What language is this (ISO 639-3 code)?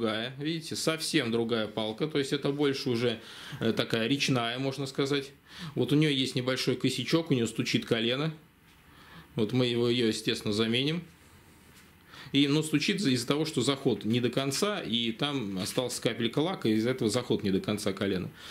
rus